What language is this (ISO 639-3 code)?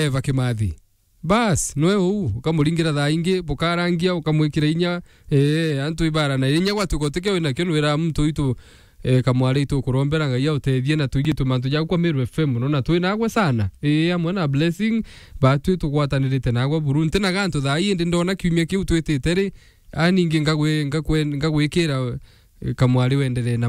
mer